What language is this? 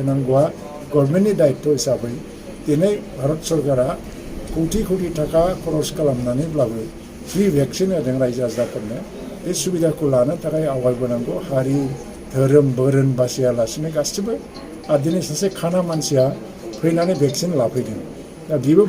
Bodo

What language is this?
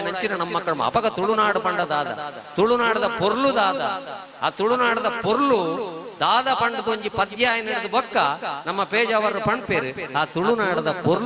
Tulu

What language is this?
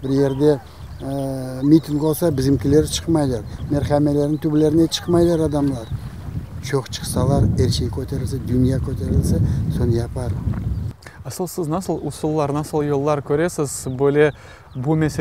Crimean Tatar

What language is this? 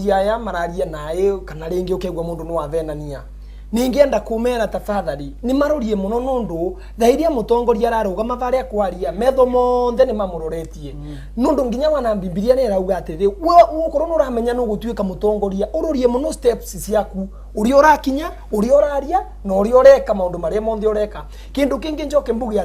Meru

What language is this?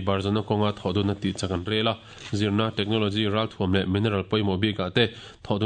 Mizo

